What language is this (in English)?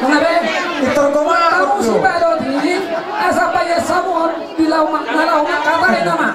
Batak Toba